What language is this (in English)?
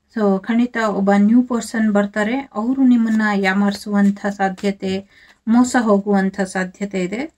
Kannada